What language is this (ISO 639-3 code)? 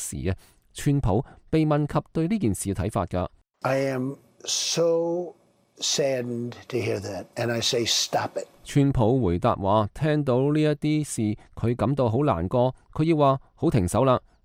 yue